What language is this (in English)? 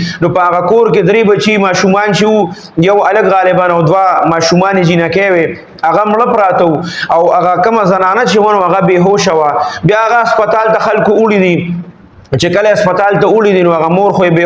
Pashto